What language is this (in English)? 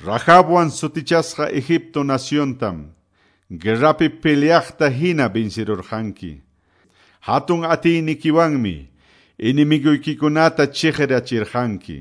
Quechua